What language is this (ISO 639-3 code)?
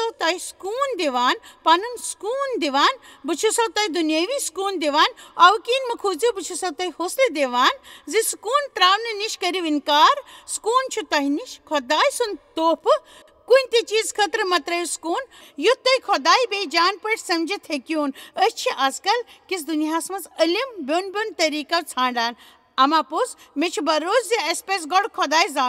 kas